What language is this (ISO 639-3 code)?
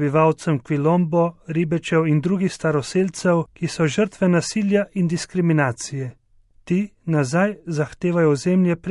slv